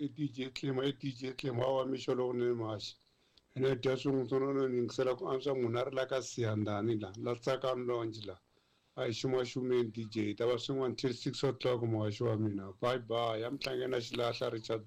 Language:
Tsonga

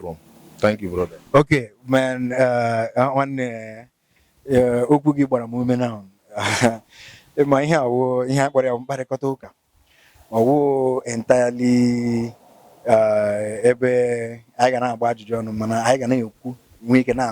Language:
Igbo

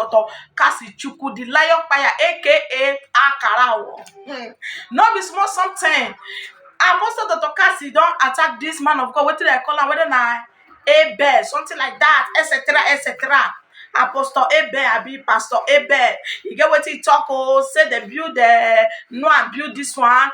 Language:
Nigerian Pidgin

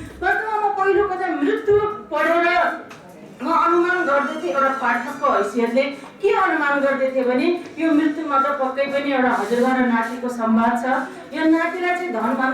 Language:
Nepali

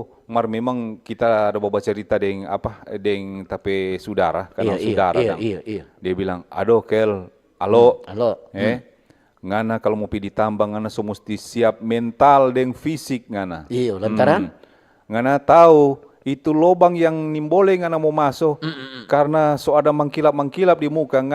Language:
Manado Malay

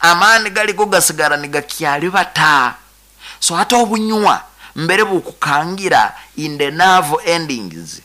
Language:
Nyoro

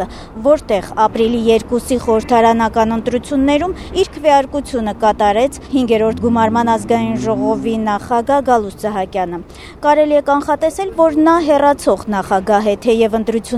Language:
Armenian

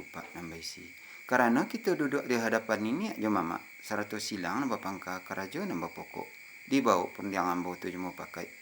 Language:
Minangkabau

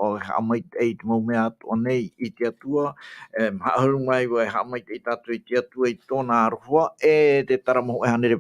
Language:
Tahitian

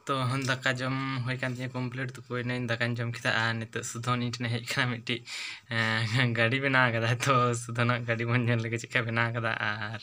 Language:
Santali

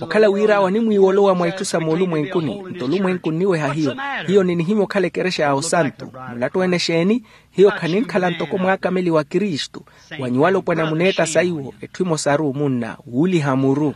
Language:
Makhuwa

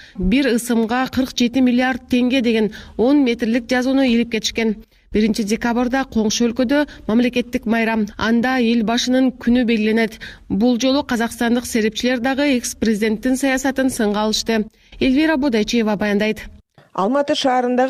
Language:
Kyrgyz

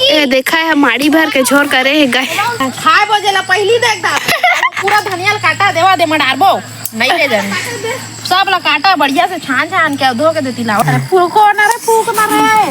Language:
Chhattisgarhi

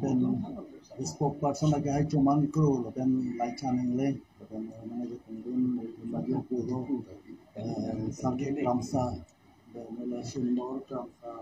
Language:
Karbi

